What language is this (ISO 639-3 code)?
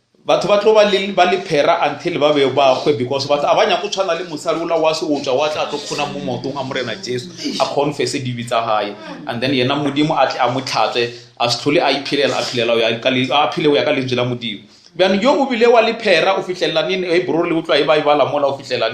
nso